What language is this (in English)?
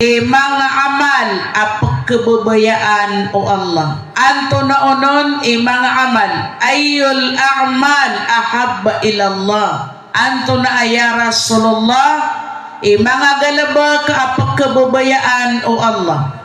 Maranao